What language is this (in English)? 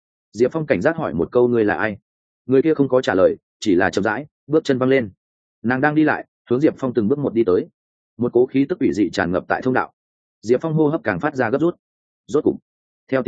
Vietnamese